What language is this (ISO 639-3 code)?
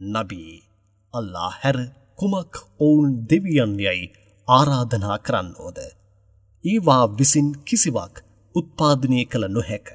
sin